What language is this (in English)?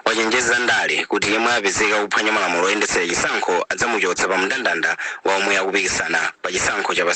Nyanja